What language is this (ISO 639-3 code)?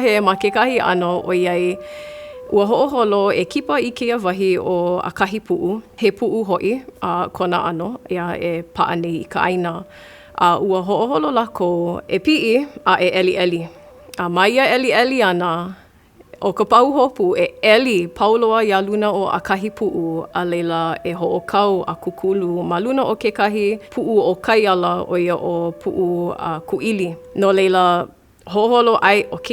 haw